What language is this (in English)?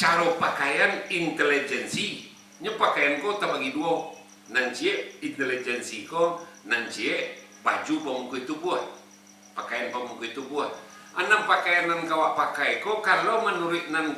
Minangkabau